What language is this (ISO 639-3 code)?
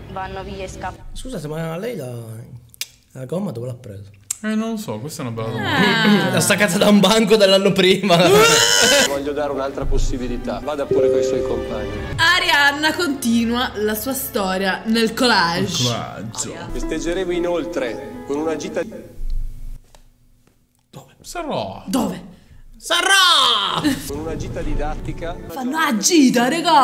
ita